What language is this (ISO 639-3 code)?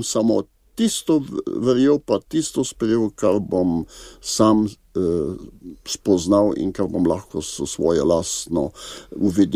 slv